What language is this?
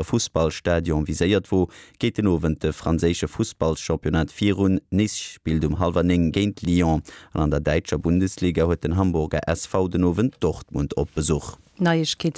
Luxembourgish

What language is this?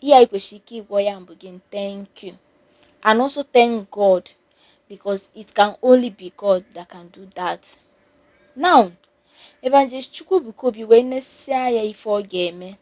Igbo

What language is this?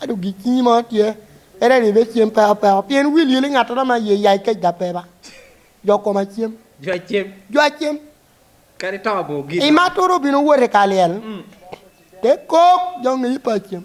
Lango (Uganda)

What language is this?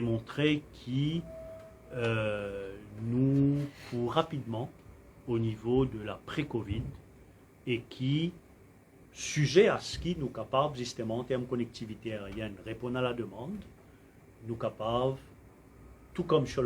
Morisyen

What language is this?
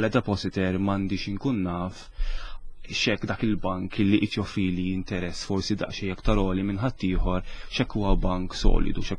Maltese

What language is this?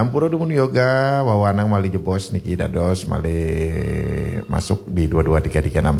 Balinese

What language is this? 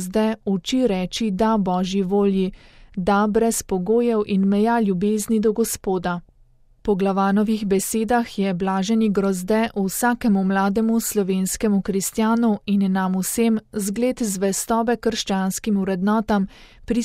Slovenian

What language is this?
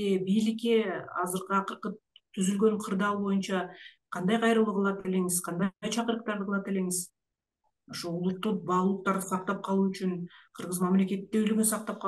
Kyrgyz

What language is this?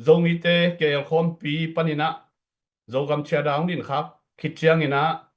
Tedim Chin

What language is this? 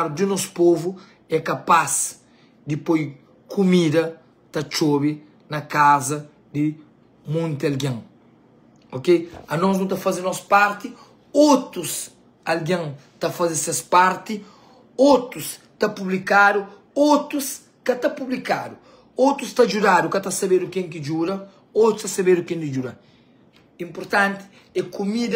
Kabuverdianu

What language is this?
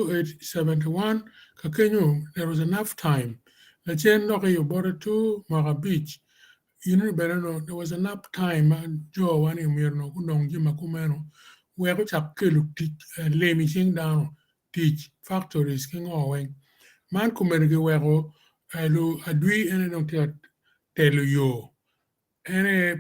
Acoli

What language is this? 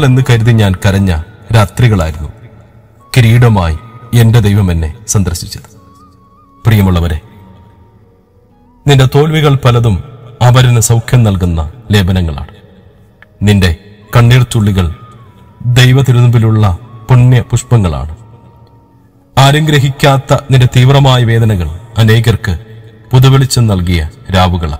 Malayalam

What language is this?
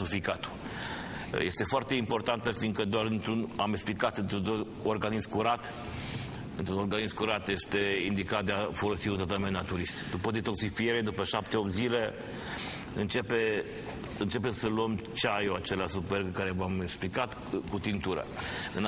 Romanian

